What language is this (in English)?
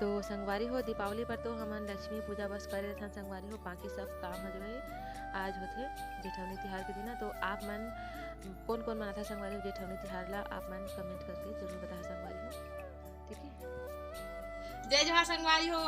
Chhattisgarhi